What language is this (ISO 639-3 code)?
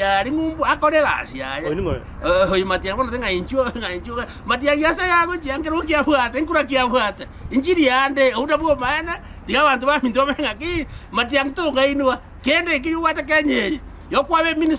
guz